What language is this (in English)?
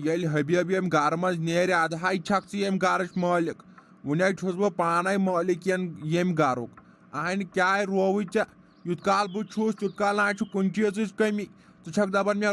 Kashmiri